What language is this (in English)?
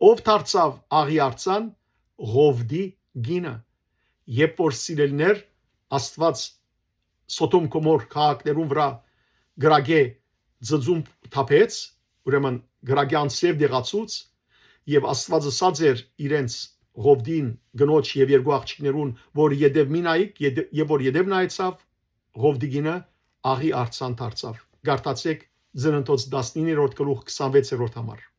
Western Armenian